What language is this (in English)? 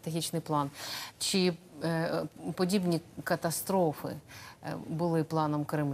Ukrainian